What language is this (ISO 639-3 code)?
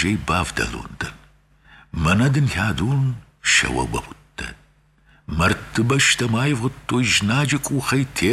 oss